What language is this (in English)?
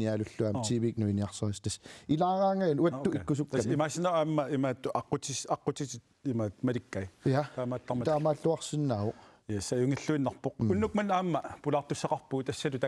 Kalaallisut